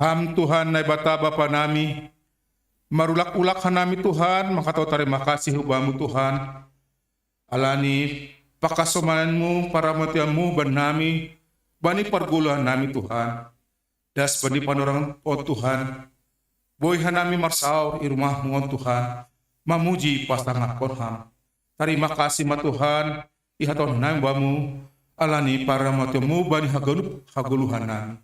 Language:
Batak Simalungun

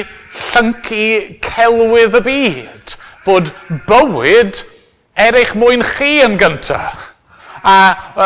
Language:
Welsh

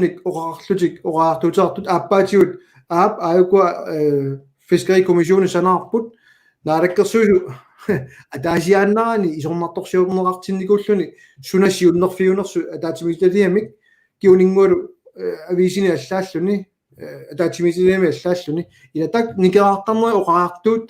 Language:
Kalaallisut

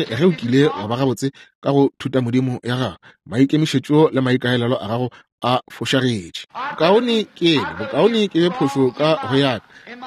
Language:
Northern Sotho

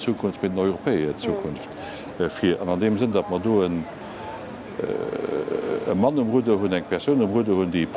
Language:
Luxembourgish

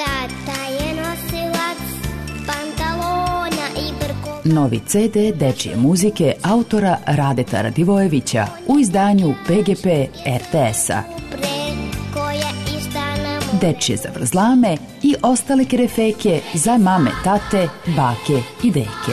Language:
Serbian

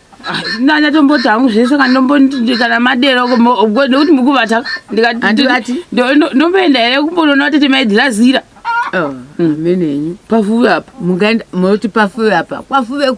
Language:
Shona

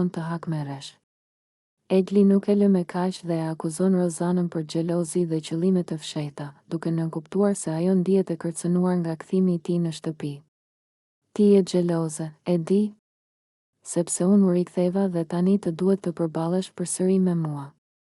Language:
Albanian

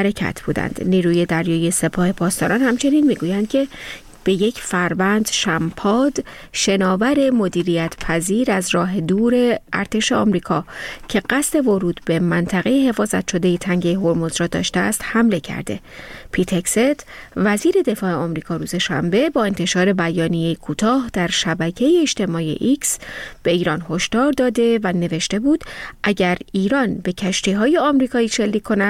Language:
Persian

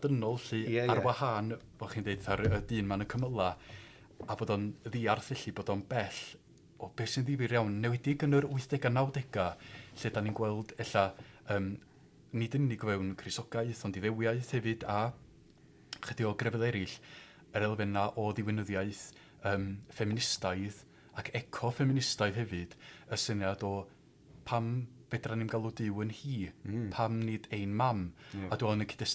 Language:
Welsh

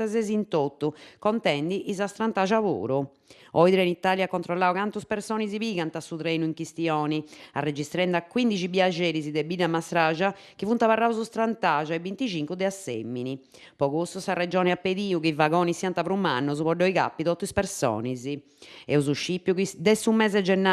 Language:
Sardinian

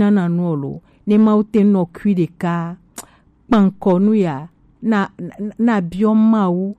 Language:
Gen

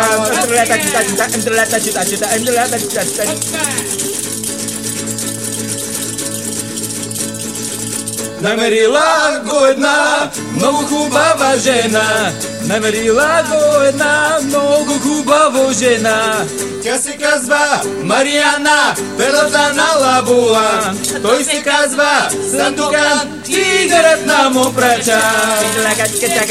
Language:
Bulgarian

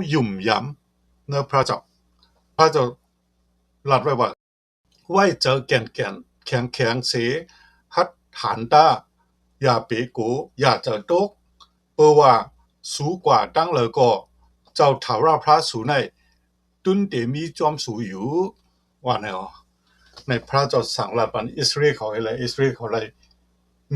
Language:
Shan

